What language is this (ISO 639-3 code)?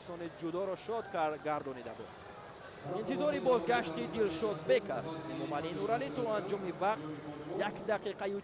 tgk